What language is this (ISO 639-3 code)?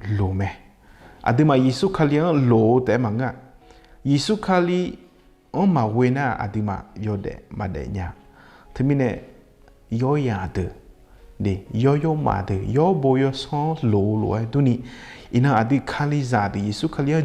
ahk